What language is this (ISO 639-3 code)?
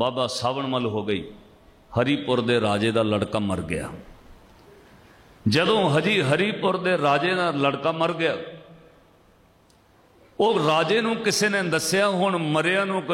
pan